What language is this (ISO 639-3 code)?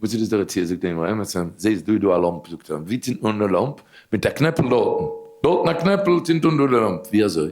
yid